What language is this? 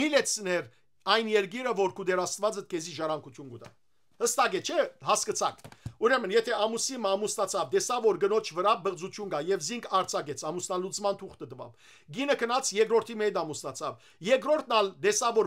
Western Armenian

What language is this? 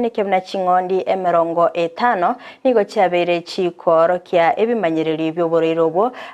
Gusii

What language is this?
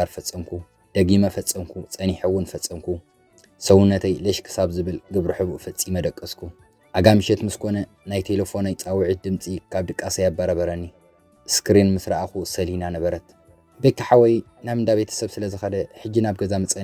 Tigrinya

